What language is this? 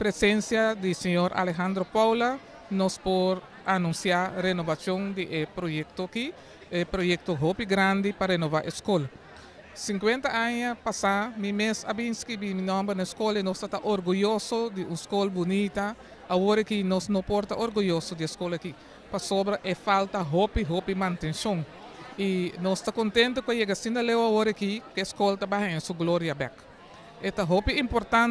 Papiamento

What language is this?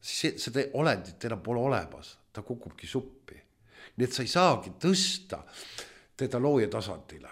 Estonian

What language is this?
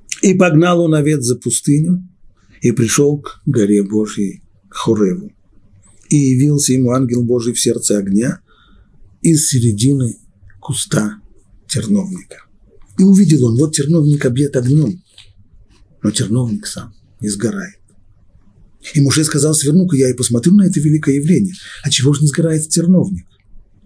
Russian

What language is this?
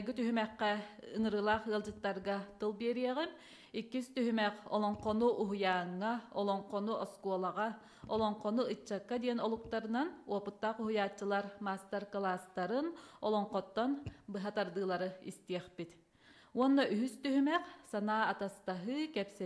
Yakut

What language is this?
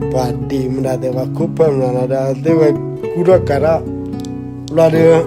S'gaw Karen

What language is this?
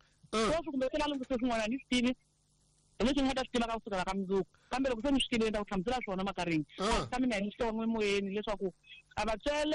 Tsonga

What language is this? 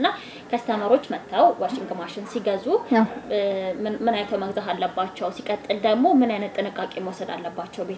Amharic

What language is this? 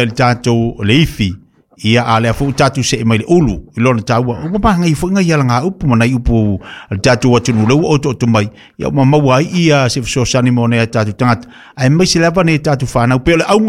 Samoan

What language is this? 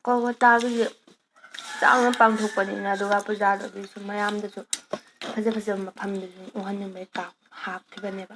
Manipuri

